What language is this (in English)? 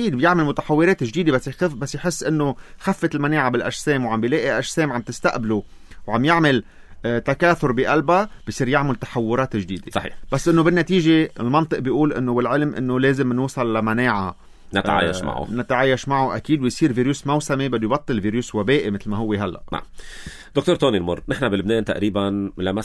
North Levantine Arabic